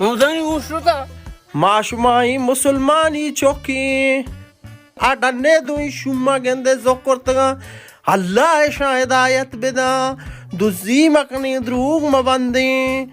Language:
Baluchi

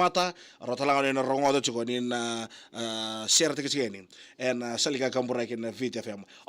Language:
Fijian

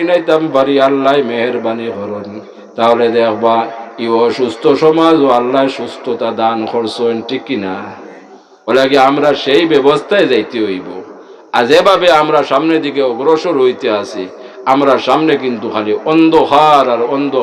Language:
Sylheti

